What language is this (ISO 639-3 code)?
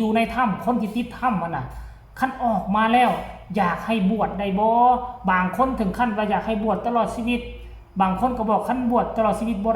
lao